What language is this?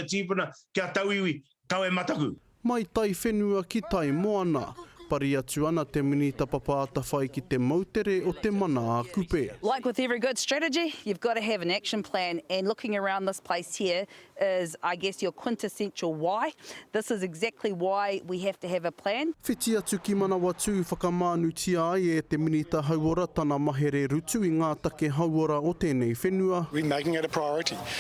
Māori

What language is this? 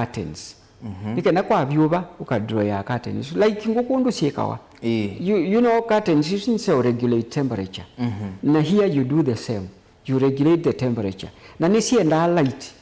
Kamba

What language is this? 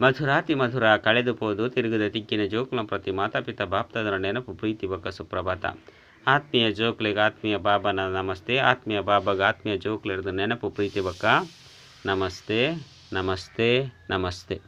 Tulu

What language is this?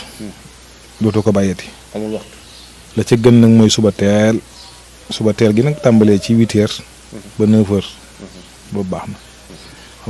Wolof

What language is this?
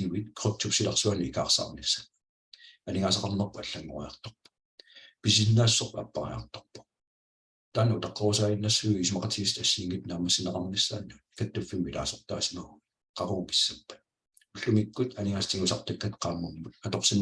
Kalaallisut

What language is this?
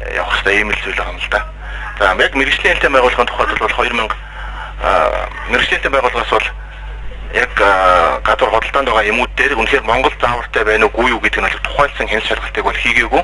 Mongolian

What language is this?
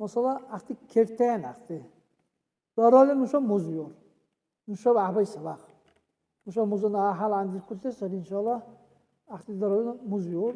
Dargwa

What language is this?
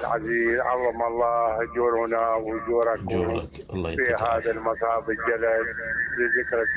Mesopotamian Arabic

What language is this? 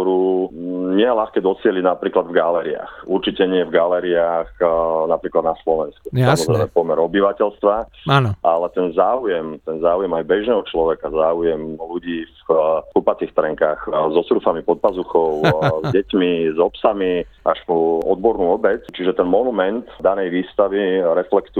Slovak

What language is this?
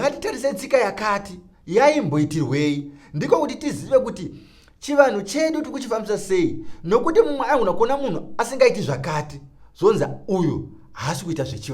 Shona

